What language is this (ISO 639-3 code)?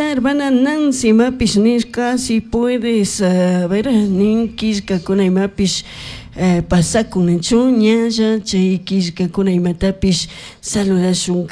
qug